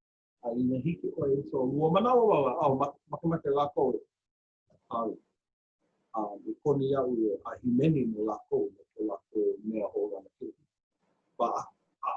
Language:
Hawaiian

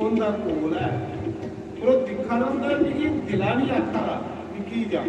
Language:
Dogri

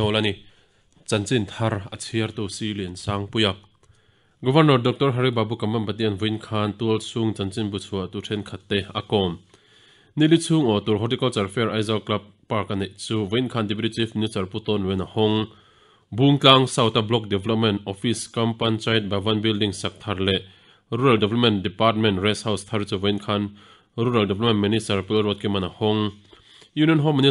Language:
Mizo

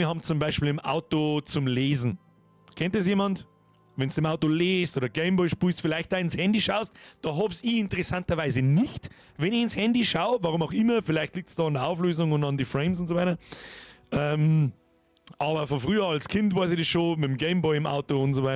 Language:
Bavarian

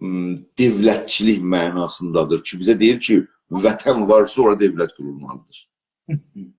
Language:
South Azerbaijani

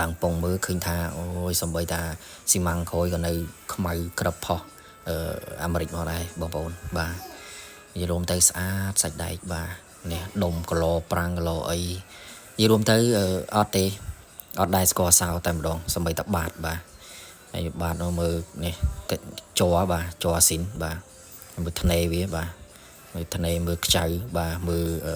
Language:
Khmer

